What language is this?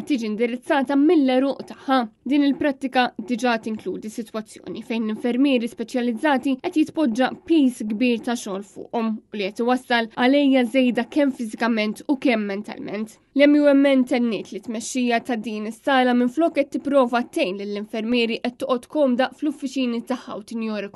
Maltese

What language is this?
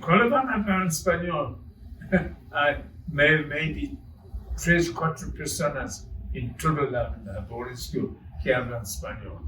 Ladino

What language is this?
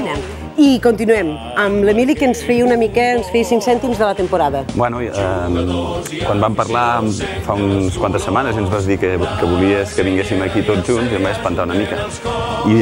Catalan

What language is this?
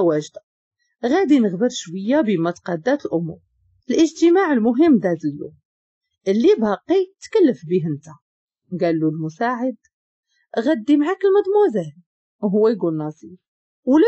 Moroccan Arabic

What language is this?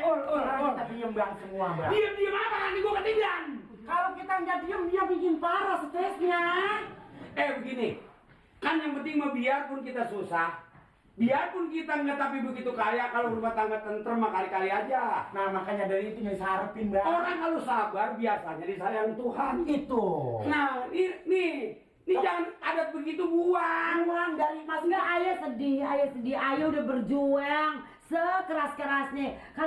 Betawi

